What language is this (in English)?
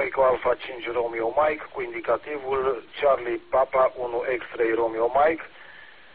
Romanian